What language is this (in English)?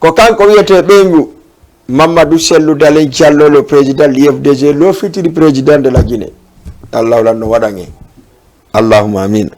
Fula